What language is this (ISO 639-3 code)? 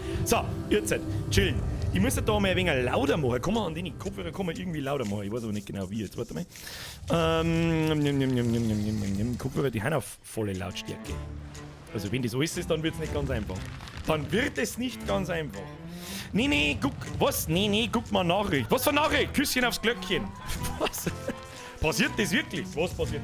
bar